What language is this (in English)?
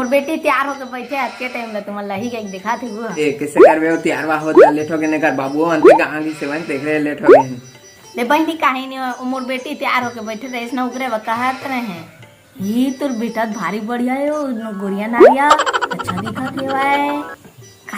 Chhattisgarhi